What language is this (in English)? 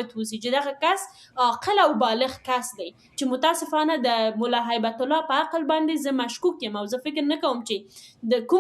Pashto